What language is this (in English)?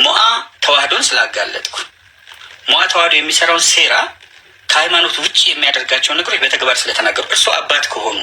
Amharic